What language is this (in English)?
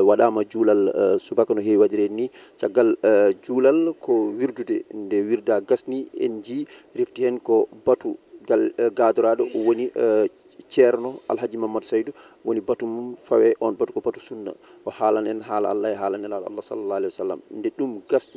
Fula